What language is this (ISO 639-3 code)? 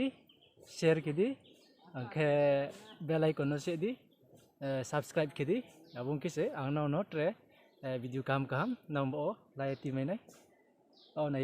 ria